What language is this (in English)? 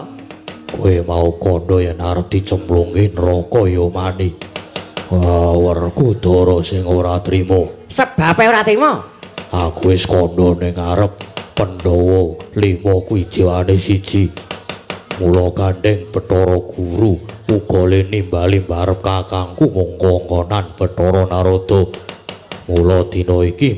Javanese